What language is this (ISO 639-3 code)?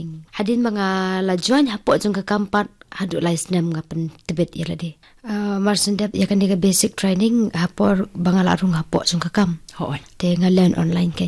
kha